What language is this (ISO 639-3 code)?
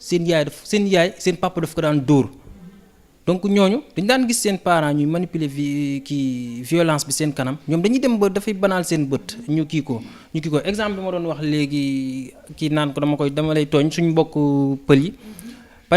wol